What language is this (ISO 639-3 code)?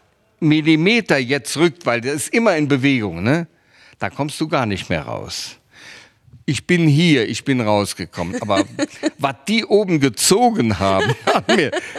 ltz